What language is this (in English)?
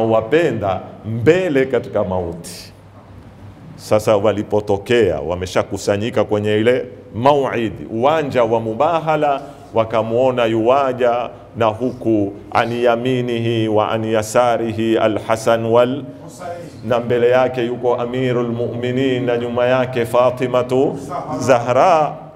Swahili